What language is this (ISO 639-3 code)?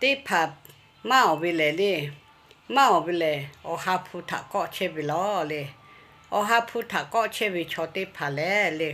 lhu